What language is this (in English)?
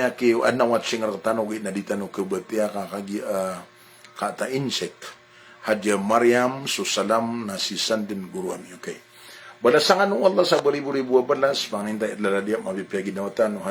Maranao